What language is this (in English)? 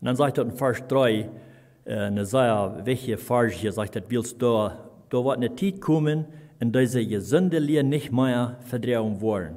Plautdietsch